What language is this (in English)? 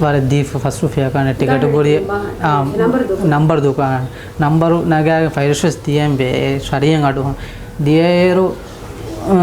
Divehi